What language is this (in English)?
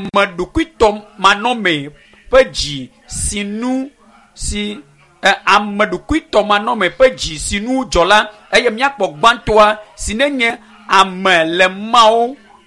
Ewe